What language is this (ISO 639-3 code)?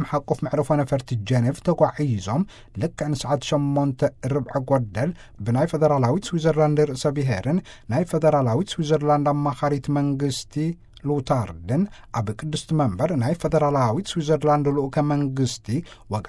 tir